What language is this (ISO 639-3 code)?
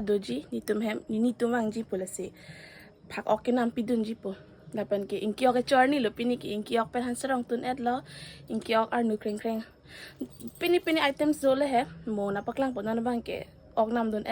mjw